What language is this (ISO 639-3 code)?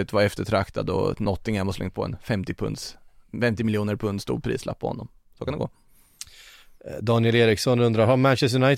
swe